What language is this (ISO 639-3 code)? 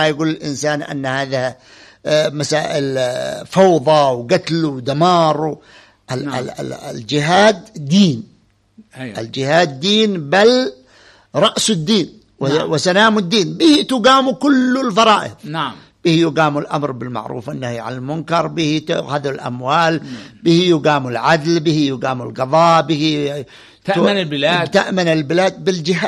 ara